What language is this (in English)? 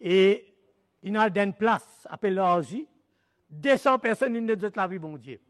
Morisyen